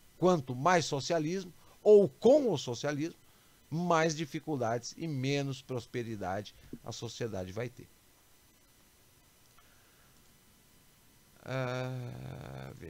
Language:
Portuguese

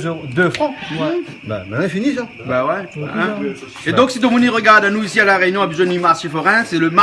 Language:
Réunion Creole French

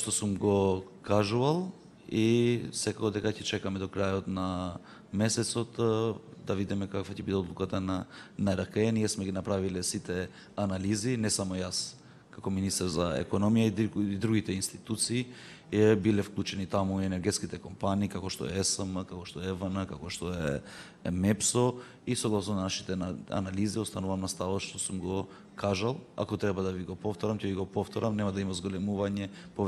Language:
Macedonian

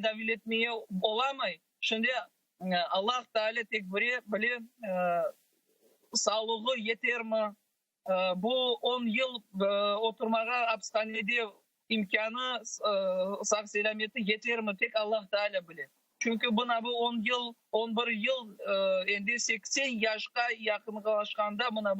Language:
Crimean Tatar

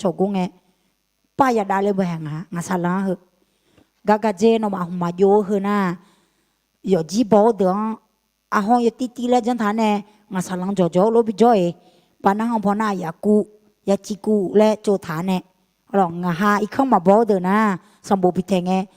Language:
Akha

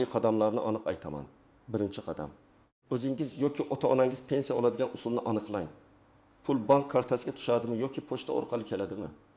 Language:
Uzbek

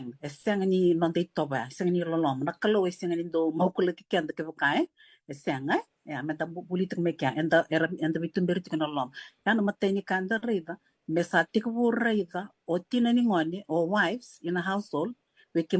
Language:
Fijian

